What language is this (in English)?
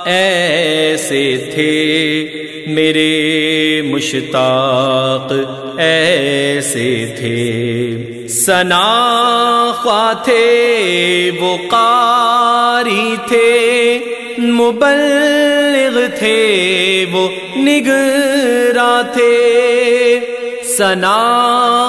Urdu